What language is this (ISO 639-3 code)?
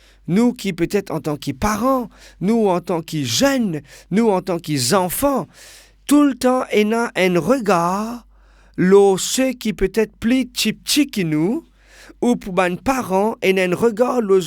mfe